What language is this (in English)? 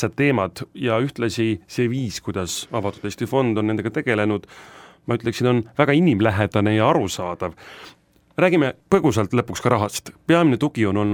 Estonian